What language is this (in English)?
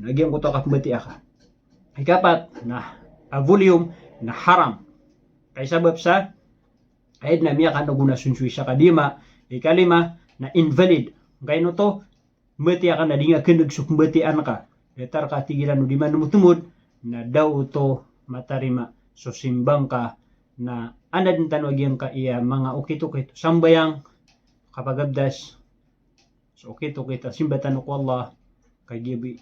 Maranao